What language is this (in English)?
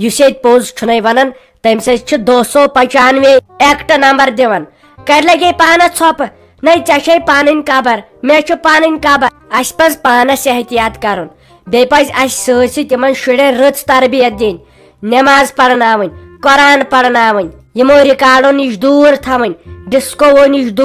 Kashmiri